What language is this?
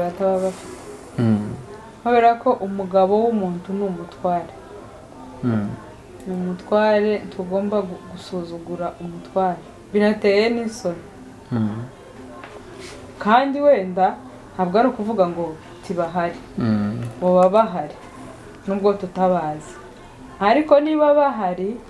Kinyarwanda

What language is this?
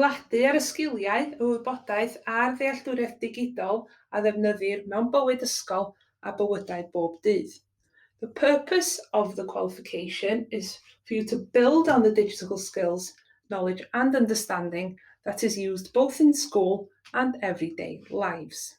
Welsh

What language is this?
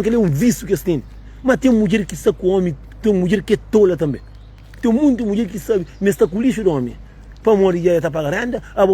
Kabuverdianu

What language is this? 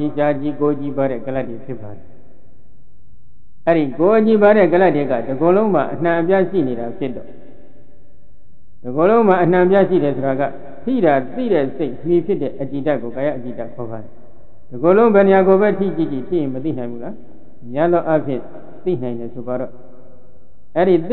Burmese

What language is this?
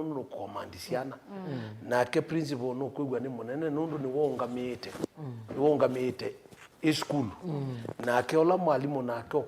Kamba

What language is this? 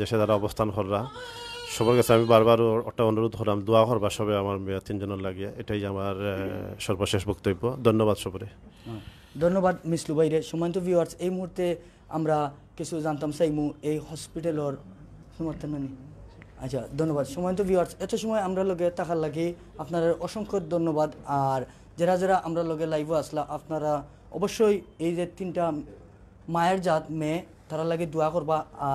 Sylheti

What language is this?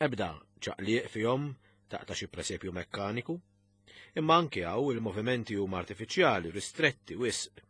Maltese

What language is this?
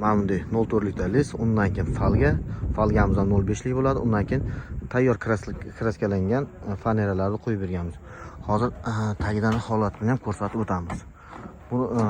Uzbek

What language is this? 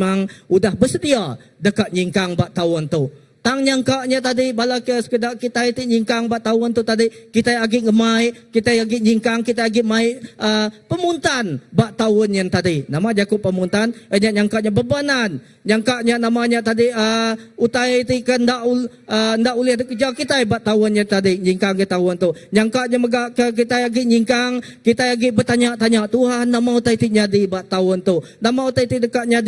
Iban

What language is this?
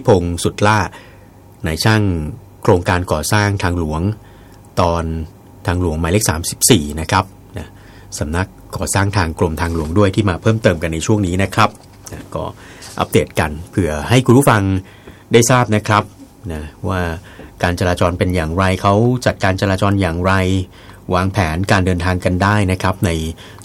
Thai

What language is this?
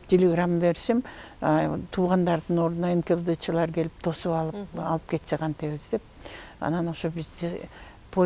Kyrgyz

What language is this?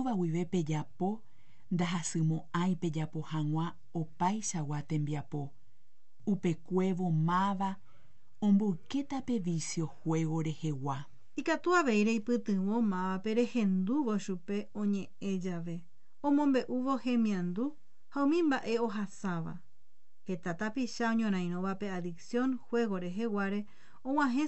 Guarani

